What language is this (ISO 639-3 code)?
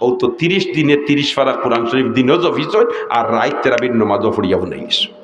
syl